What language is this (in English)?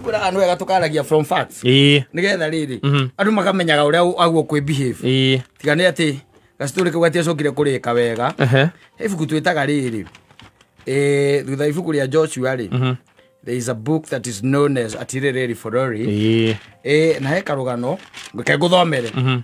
Kikuyu